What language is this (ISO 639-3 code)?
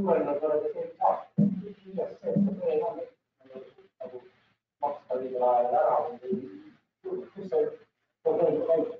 est